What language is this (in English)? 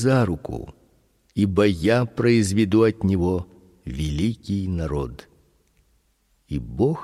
Russian